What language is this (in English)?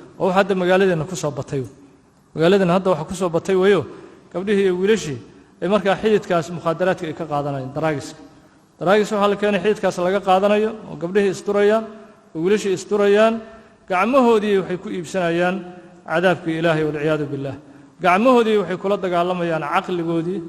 Somali